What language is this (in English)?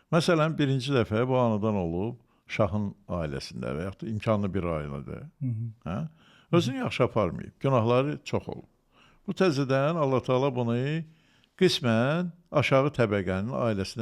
Azerbaijani